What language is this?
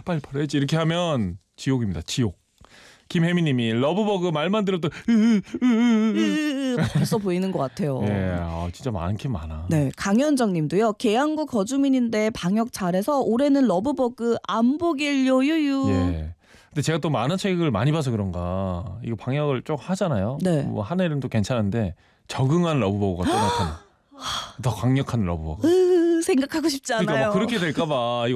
Korean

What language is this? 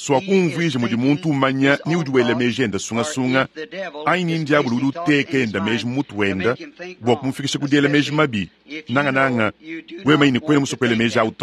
Luba-Lulua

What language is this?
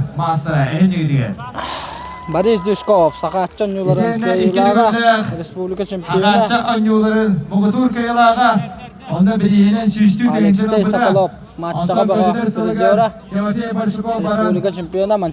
Yakut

